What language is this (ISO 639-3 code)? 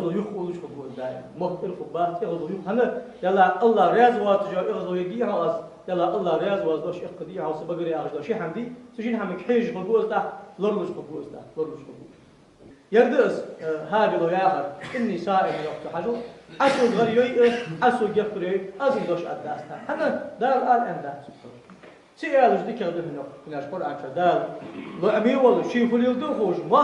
inh